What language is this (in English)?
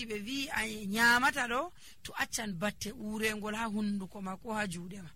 Nigerian Fulfulde